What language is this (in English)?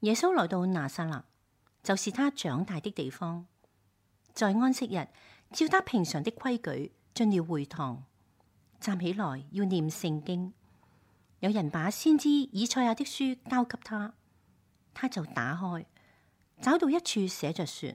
Cantonese